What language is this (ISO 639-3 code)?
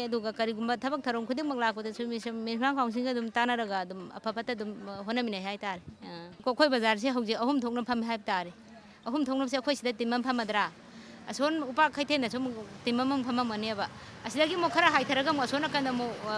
mni